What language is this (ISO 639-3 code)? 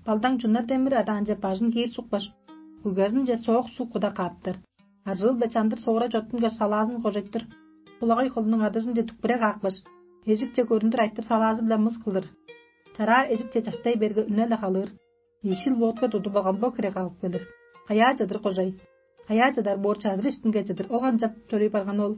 tyv